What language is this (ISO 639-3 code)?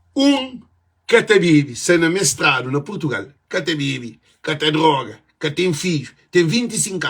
kea